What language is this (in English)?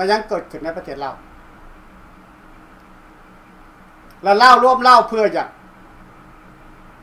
Thai